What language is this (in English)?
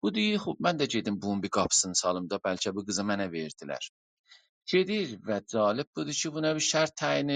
South Azerbaijani